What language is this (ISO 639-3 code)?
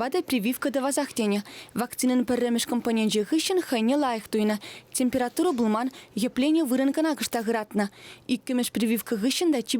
chv